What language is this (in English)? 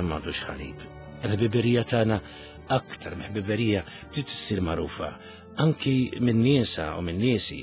Maltese